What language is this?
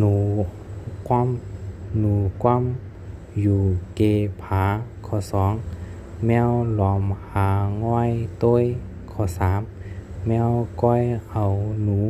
Shan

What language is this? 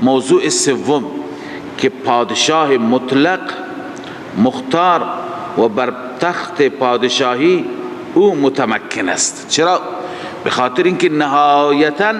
Persian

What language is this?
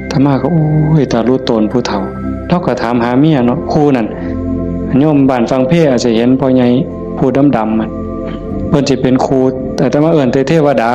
Northeastern Thai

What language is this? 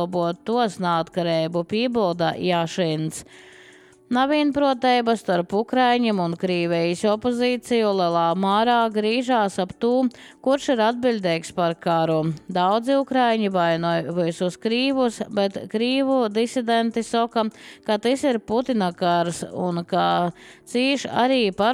Latvian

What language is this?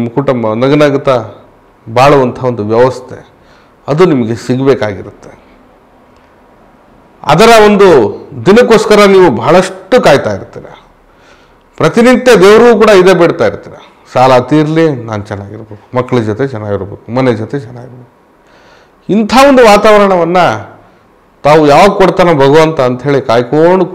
Kannada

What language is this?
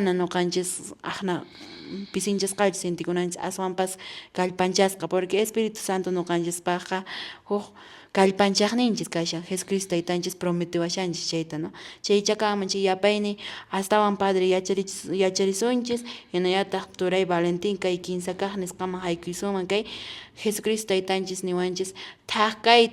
Quechua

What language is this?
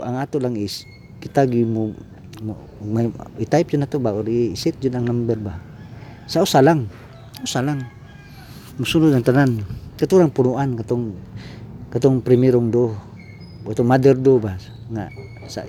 Cebuano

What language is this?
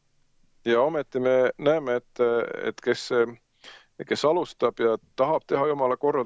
Estonian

